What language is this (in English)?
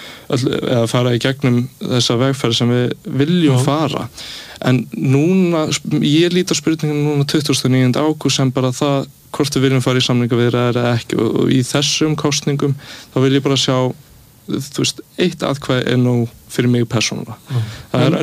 Icelandic